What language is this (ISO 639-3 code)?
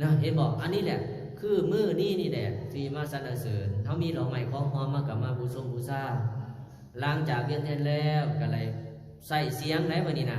lao